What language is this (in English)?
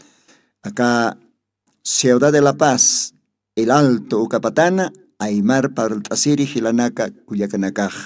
Aymara